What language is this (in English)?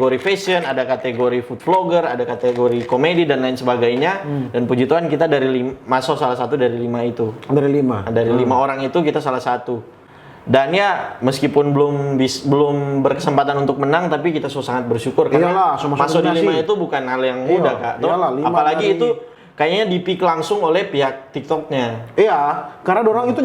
Manado Malay